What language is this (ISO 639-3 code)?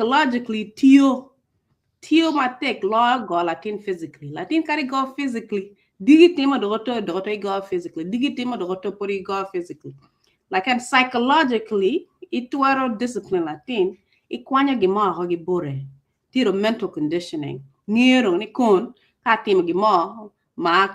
ach